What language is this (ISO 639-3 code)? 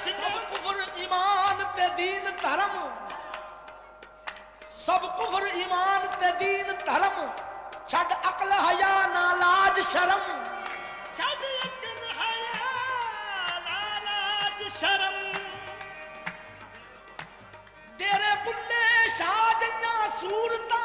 pan